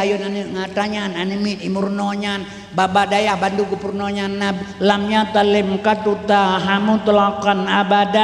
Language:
Achinese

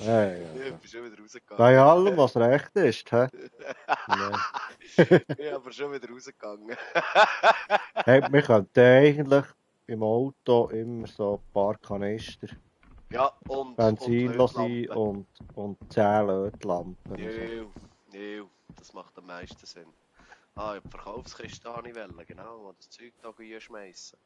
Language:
Swiss German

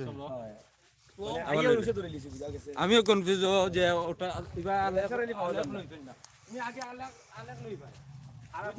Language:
Sylheti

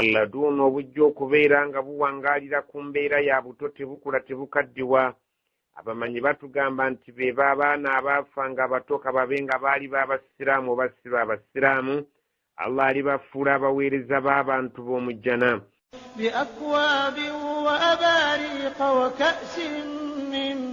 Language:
Ganda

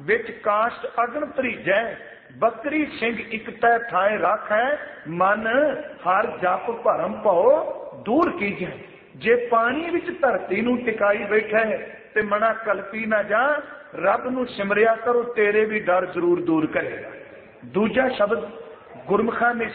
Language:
Punjabi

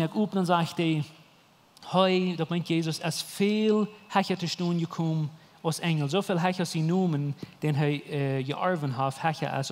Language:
Plautdietsch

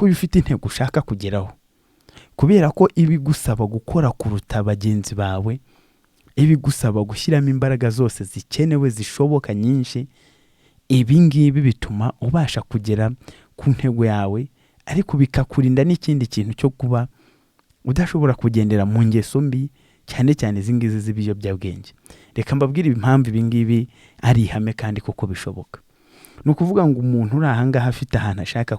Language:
Kinyarwanda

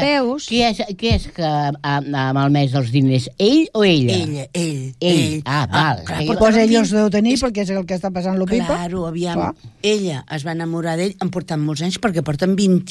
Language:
Catalan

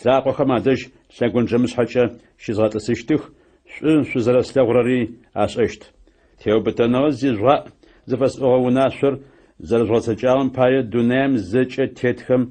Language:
Adyghe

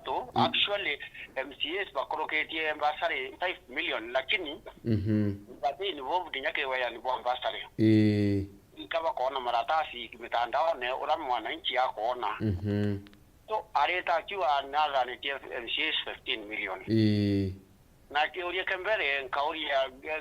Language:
Meru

